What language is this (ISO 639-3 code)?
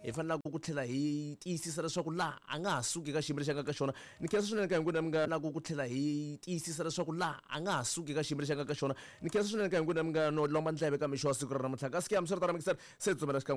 tso